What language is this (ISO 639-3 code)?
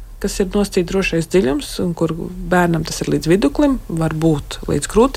lav